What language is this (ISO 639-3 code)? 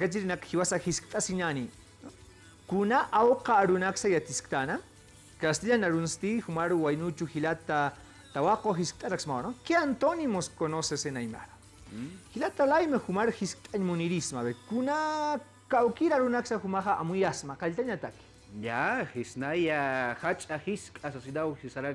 aym